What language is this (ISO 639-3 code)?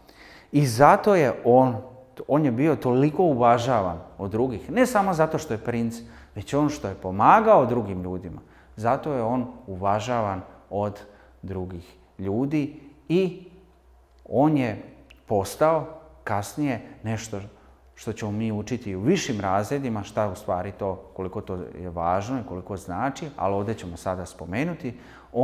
srp